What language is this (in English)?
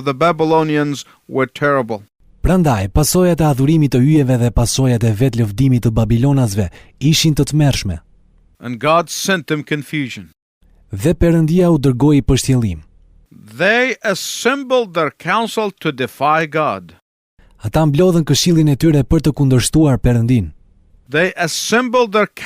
Albanian